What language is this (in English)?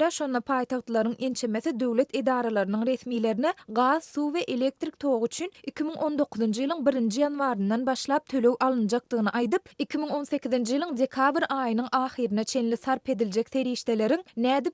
Turkmen